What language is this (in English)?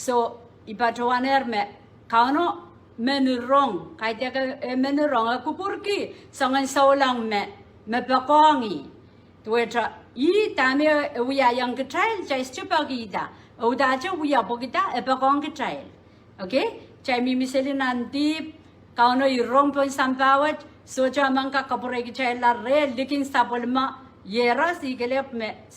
Pohnpeian